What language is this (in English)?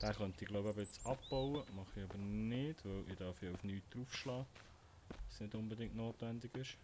Swiss German